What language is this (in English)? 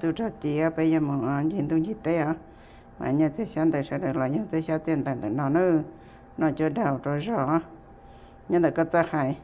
Hmong